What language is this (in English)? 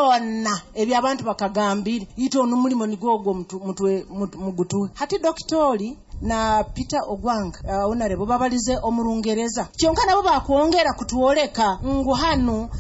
Nyoro